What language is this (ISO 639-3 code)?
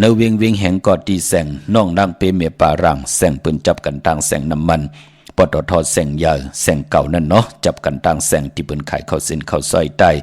shn